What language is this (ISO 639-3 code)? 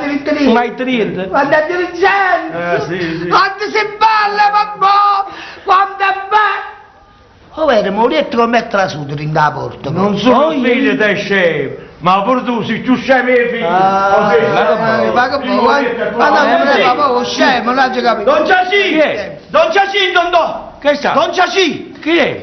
nap